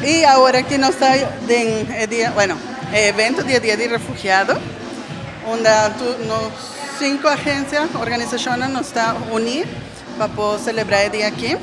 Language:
Papiamento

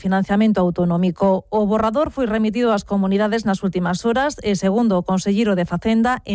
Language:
Galician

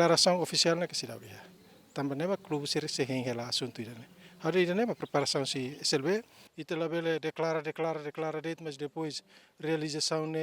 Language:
Tetum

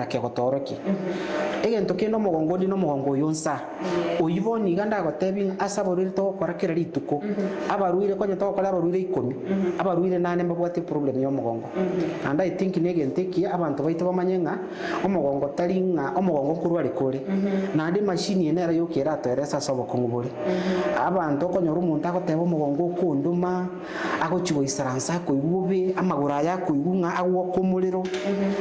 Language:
Gusii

